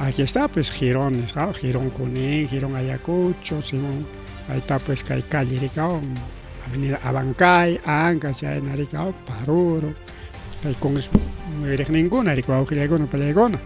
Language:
Ayacucho Quechua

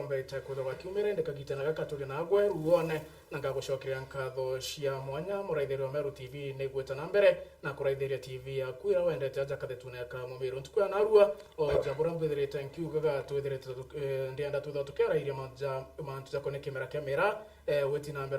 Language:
Meru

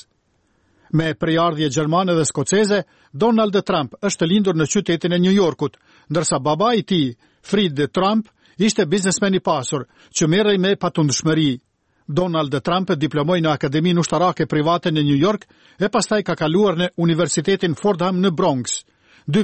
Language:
Albanian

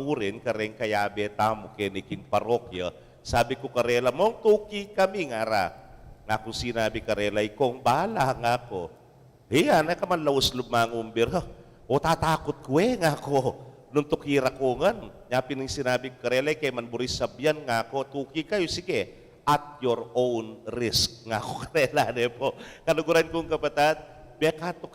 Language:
Pampanga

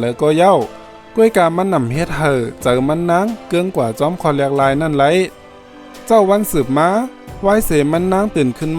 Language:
Shan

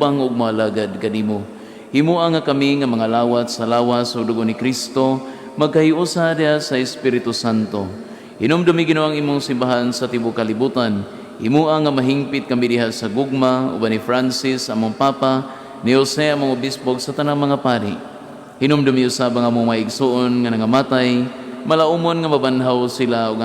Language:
Cebuano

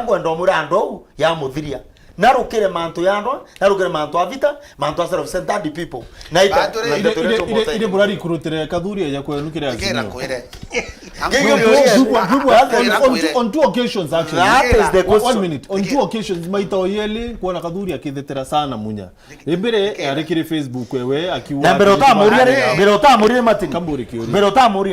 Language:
Meru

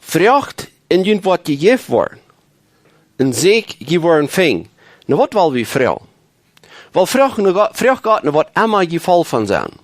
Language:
Plautdietsch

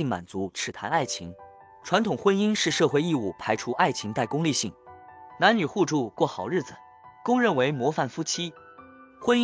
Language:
Chinese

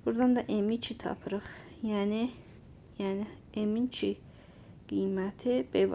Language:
Azerbaijani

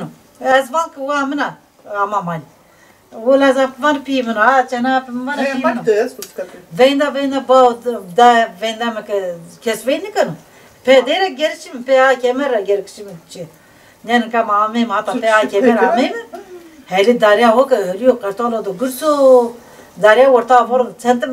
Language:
Zaza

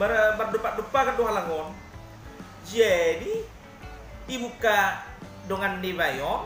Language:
Batak Toba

